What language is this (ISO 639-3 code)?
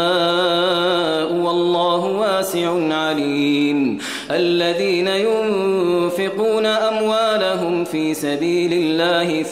ara